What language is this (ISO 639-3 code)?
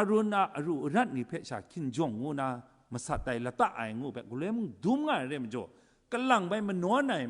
kac